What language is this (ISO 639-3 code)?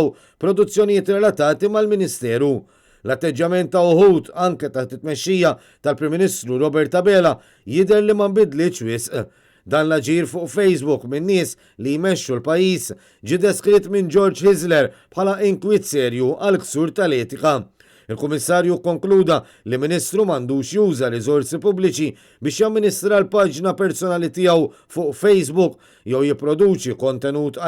mlt